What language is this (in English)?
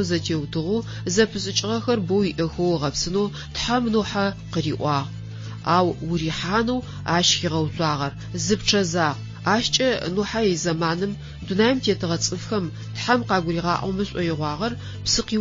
Adyghe